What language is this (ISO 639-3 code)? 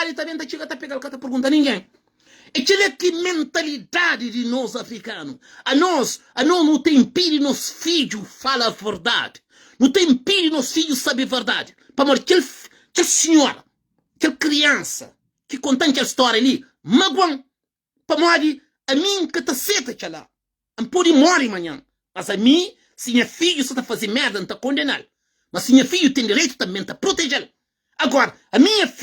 kea